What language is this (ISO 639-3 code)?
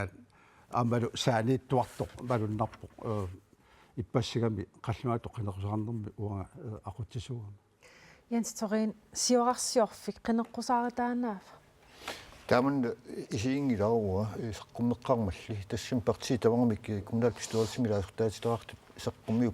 kal